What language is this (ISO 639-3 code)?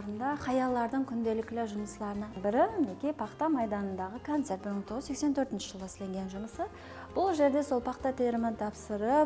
kaa